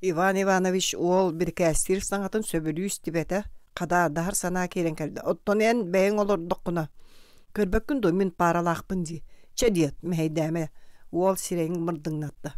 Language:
Yakut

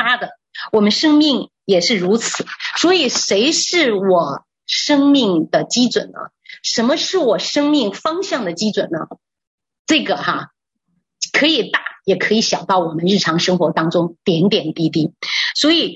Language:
Chinese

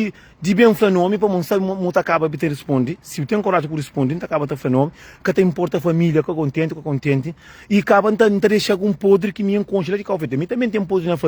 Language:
Kabuverdianu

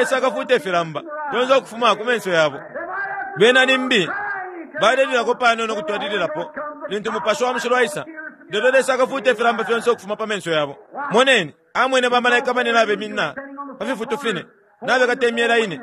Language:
Bemba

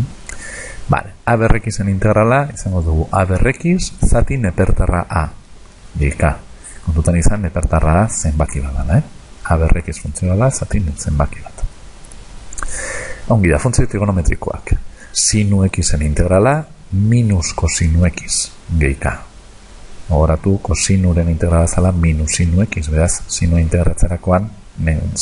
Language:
Basque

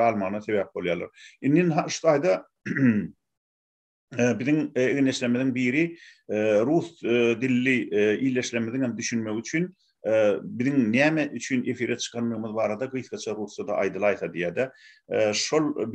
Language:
Turkmen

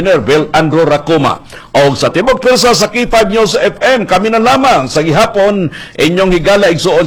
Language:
Cebuano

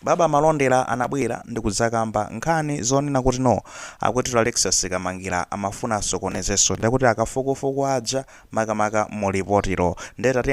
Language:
Nyanja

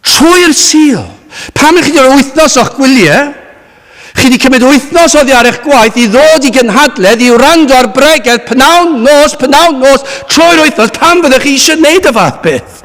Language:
Welsh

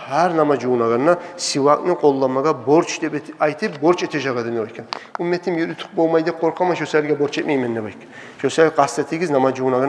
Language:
Kumyk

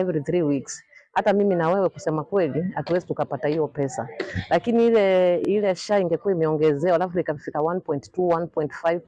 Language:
Kikuyu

